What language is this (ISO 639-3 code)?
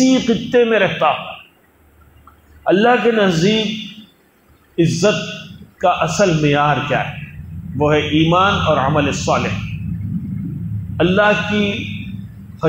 urd